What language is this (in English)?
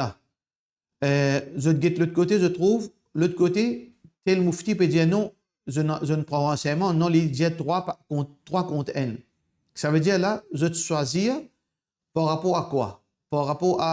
Morisyen